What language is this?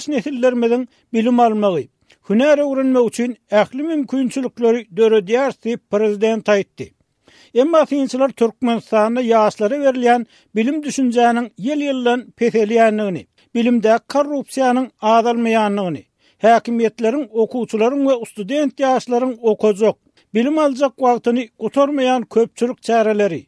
Turkmen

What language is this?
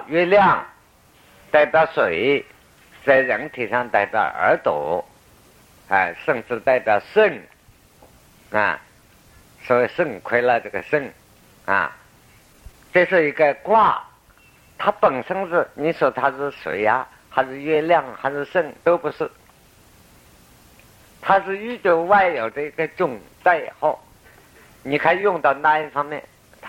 Chinese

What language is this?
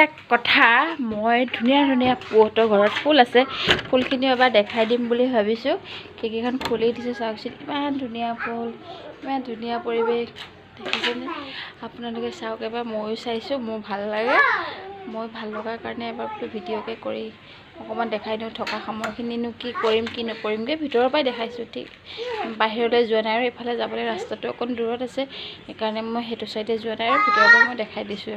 Assamese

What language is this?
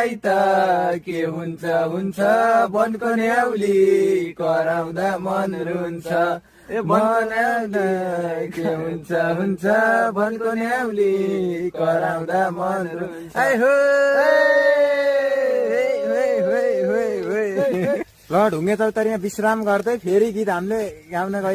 Nepali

